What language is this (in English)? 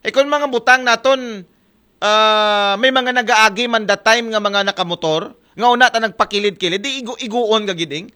Aklanon